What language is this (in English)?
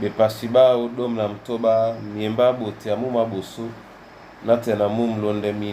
Duala